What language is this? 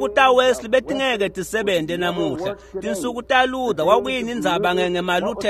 Swati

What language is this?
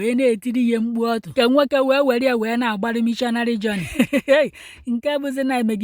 Igbo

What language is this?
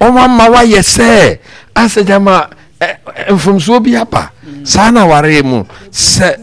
Akan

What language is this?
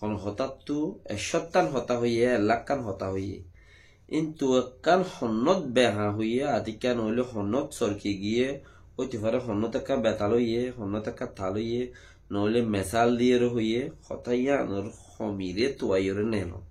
Rohingya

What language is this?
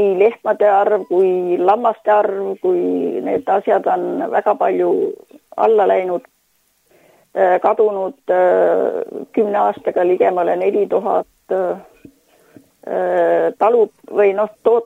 Estonian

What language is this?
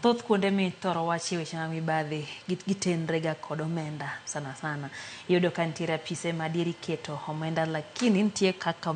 Luo (Kenya and Tanzania)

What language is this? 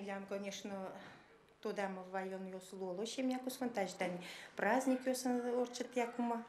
Udmurt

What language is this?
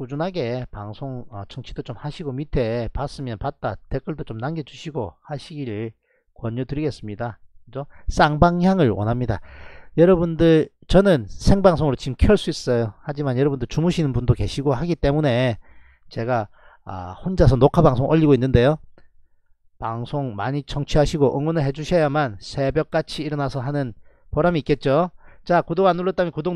Korean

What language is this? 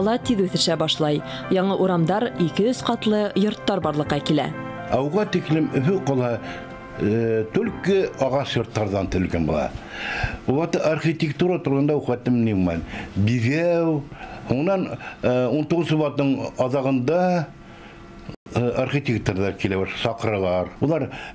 Bashkir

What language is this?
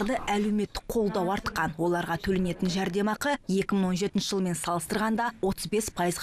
Kazakh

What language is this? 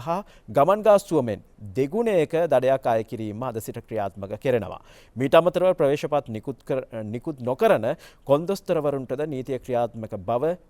Sinhala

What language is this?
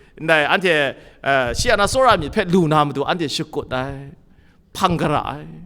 Kachin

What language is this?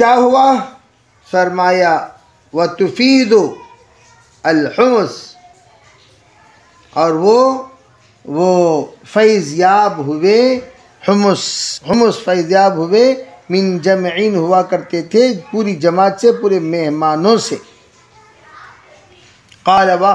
Urdu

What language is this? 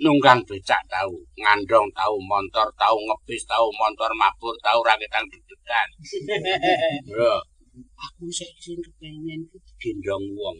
Javanese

